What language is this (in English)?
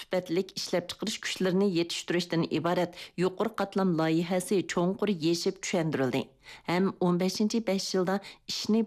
Uyghur